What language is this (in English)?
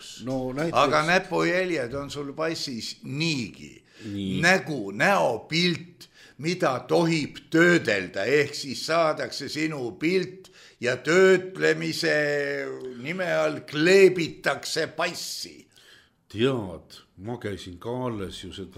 Estonian